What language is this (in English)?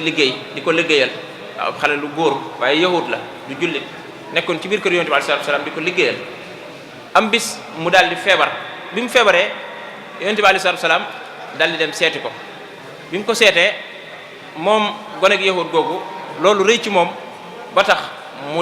Wolof